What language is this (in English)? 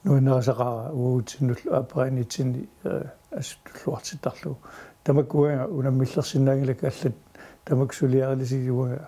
Kalaallisut